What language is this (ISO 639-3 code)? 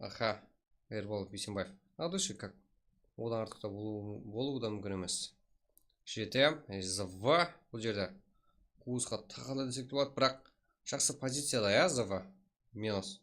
kaa